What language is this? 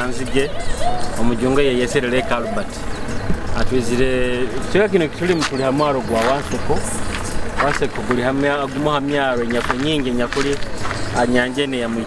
Nyoro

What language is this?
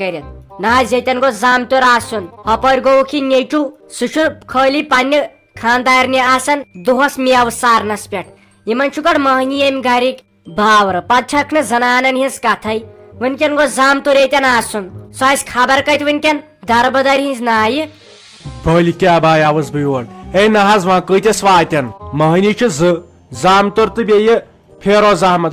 Kashmiri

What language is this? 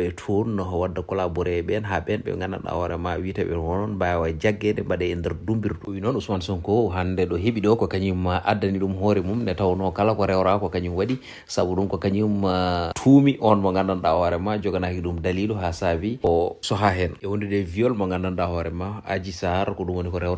Fula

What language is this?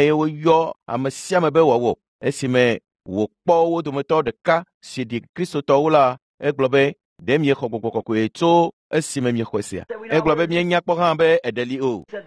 Ewe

